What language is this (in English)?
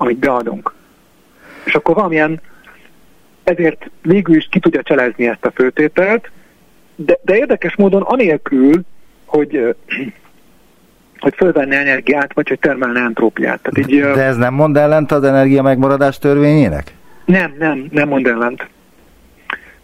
Hungarian